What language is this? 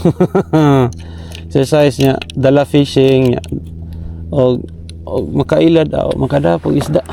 Cebuano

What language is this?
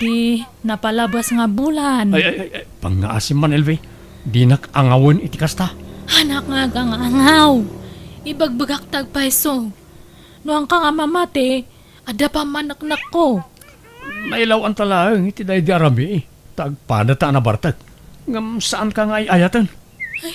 Iloko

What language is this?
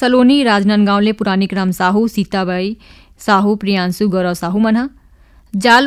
Chhattisgarhi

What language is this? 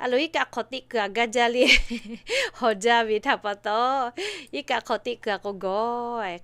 Lahu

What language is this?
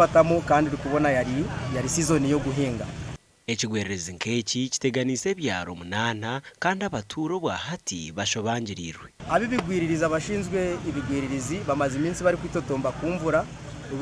Nyankole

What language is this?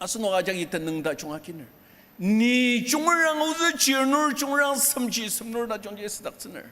Ao Naga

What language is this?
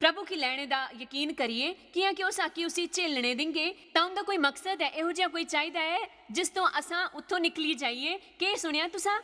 Dogri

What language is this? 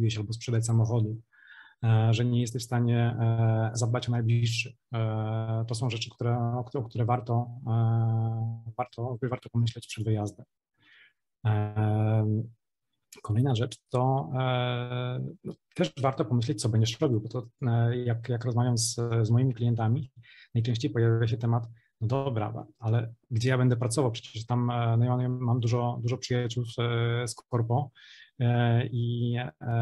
Polish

